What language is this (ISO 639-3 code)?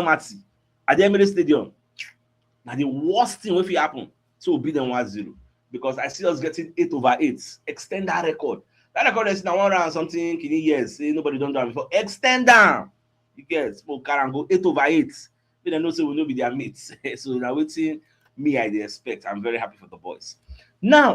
pcm